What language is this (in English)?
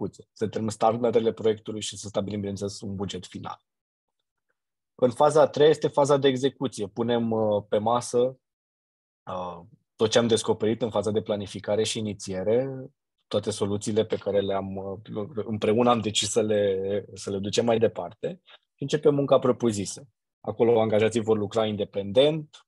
Romanian